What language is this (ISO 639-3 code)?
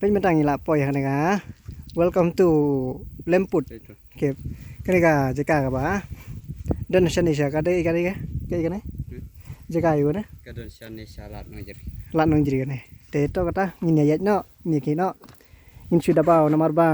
kha